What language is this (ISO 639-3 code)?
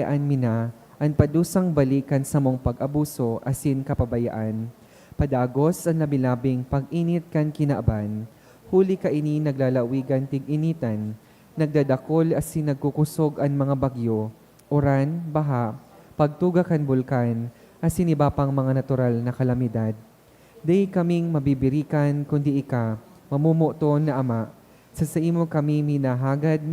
bik